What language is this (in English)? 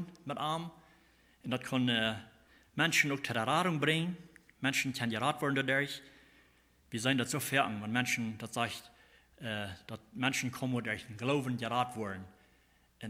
Plautdietsch